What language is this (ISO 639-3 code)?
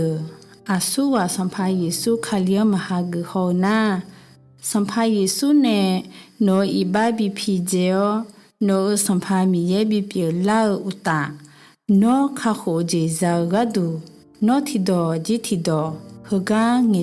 ahk